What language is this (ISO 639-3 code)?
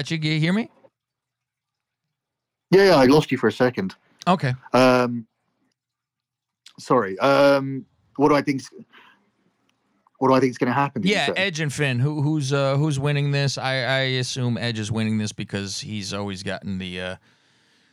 eng